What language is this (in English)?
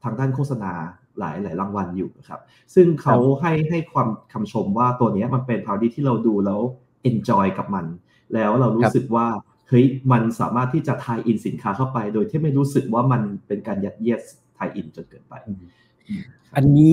Thai